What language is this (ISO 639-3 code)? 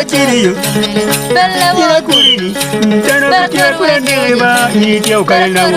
ach